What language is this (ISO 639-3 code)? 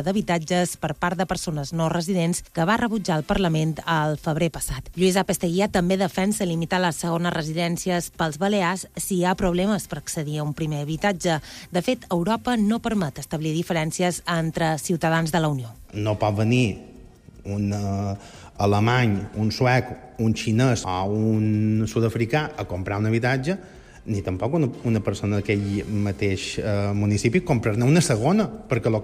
cat